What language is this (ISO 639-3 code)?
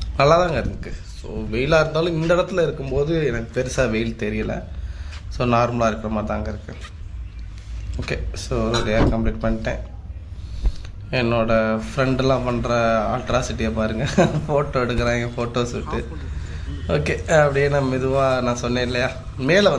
tam